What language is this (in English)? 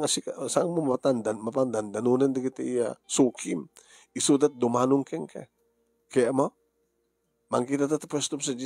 Iloko